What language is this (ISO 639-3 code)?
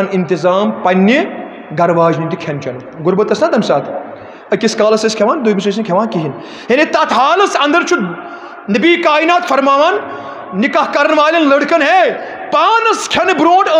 kas